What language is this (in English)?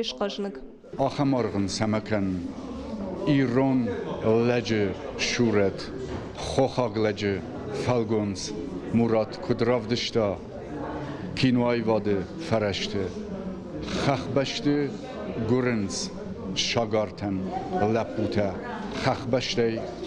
Ossetic